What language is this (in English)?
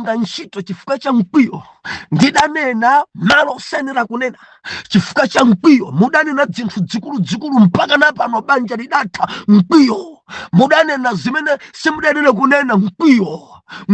Nyanja